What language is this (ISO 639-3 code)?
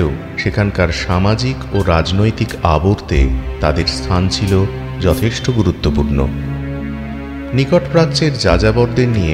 ben